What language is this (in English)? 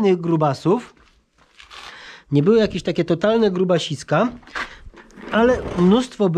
Polish